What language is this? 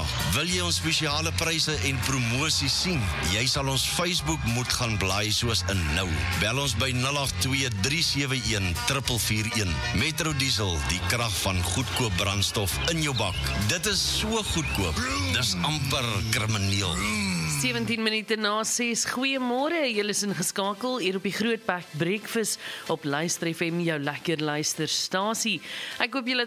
Afrikaans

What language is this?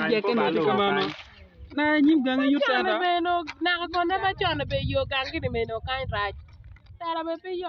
Acoli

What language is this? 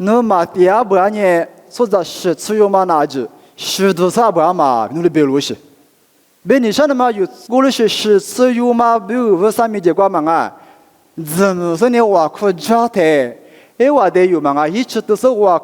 Lisu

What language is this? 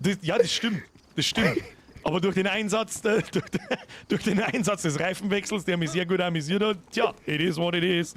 Bavarian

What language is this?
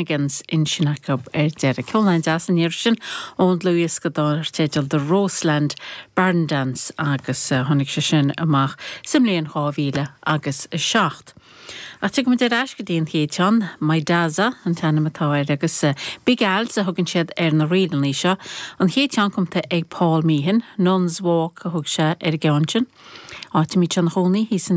Irish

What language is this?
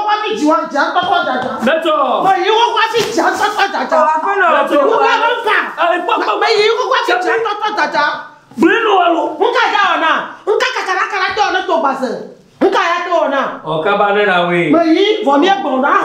Ewe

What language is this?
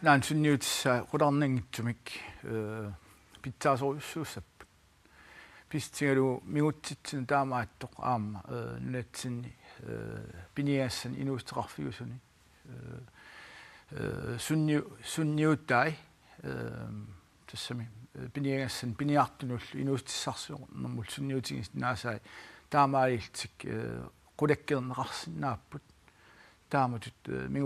Kalaallisut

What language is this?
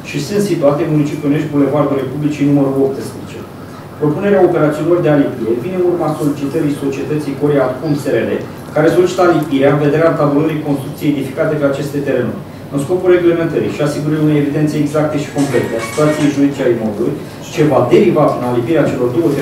Romanian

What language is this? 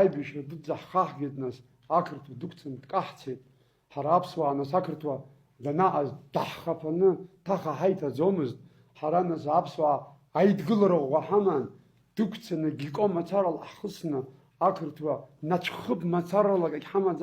Abkhazian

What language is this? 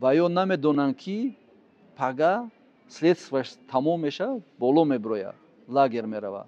Tajik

